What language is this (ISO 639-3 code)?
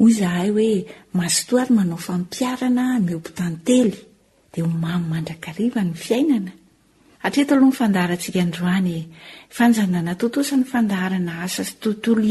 mlg